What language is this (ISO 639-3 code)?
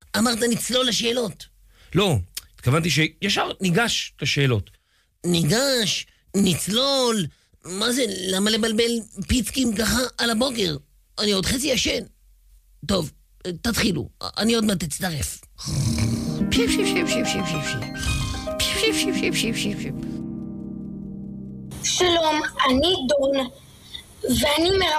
heb